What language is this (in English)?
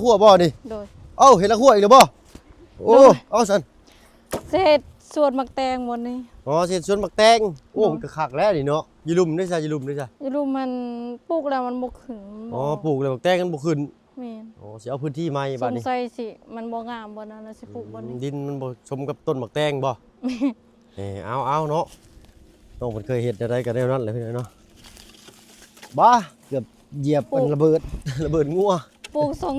Lao